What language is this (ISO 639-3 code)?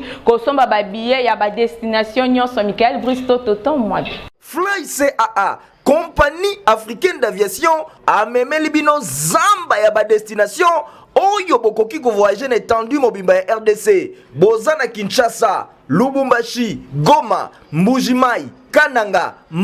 lin